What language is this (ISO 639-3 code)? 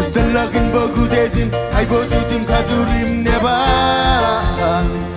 mah